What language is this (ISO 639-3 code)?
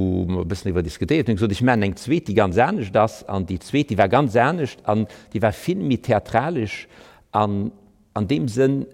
ltz